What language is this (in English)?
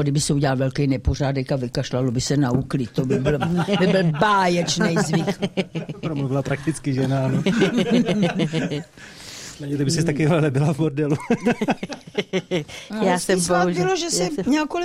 Czech